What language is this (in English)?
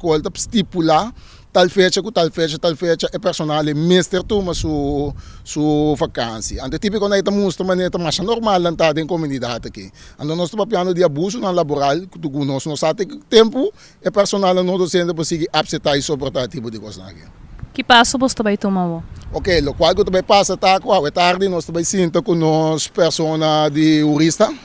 Papiamento